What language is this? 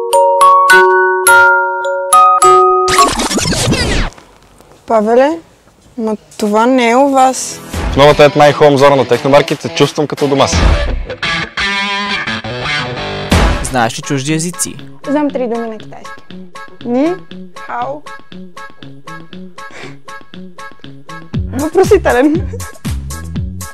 Bulgarian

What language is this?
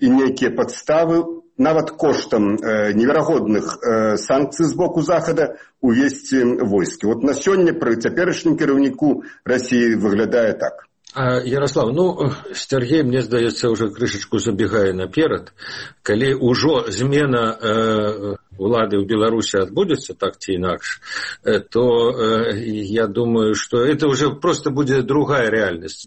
Belarusian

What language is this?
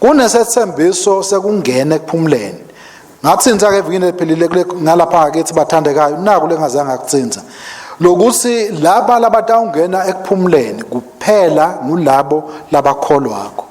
Swati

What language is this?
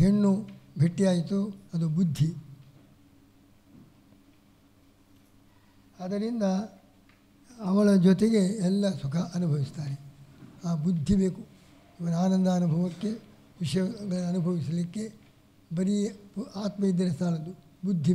Kannada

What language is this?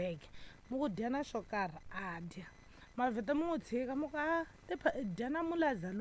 Tsonga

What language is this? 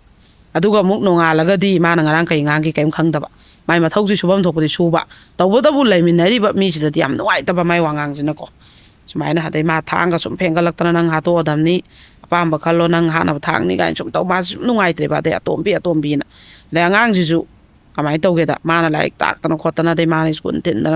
Manipuri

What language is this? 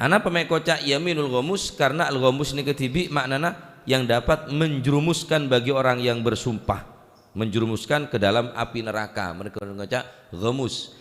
Madurese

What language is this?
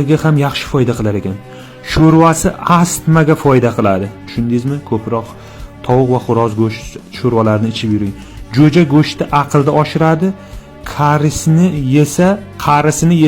Uzbek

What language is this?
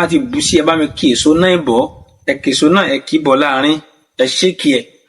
Yoruba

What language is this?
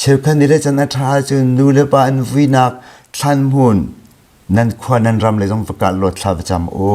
Hakha Chin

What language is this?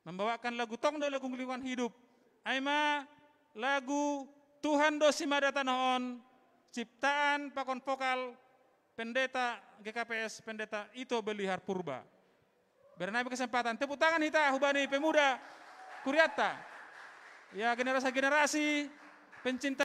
Batak Simalungun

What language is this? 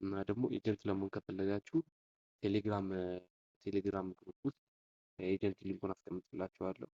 Amharic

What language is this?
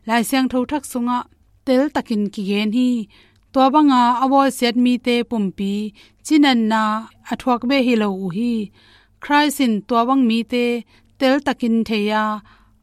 Tedim Chin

